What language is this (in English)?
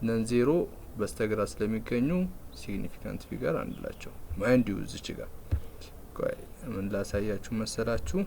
Amharic